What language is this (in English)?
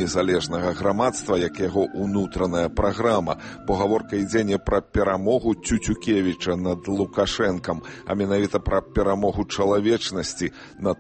Belarusian